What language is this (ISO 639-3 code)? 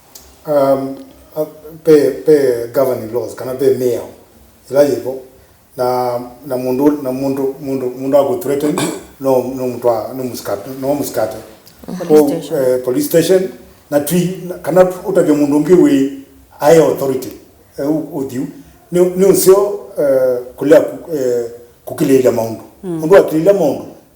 kam